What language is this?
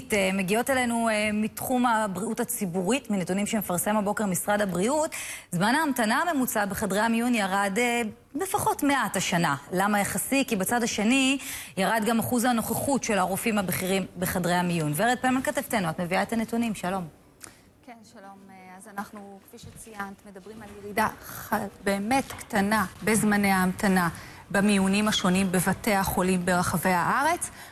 Hebrew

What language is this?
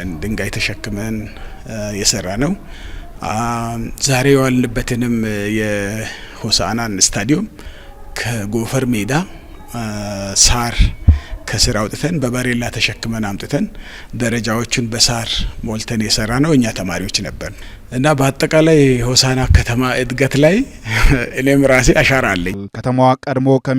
Amharic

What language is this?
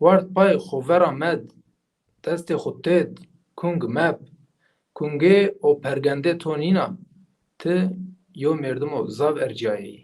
Zaza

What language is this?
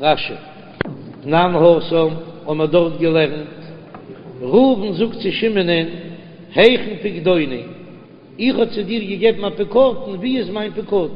Yiddish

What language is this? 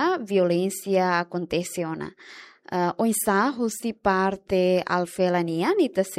Tetum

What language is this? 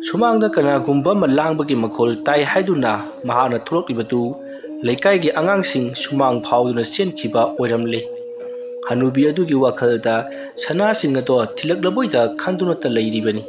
Manipuri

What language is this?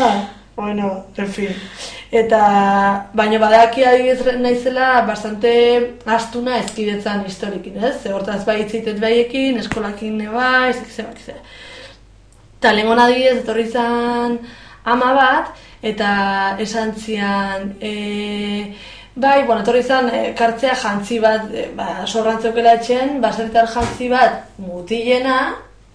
Basque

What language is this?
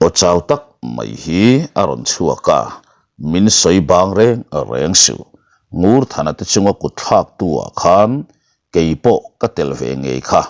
Mizo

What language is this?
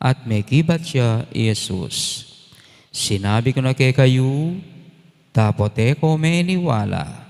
Pampanga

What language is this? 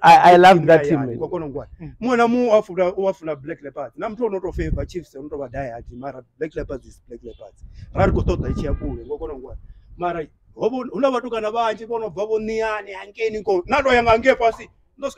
Venda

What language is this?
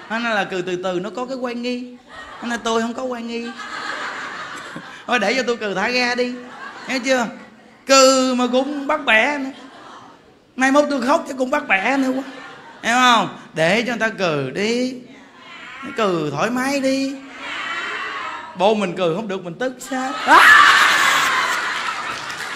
Vietnamese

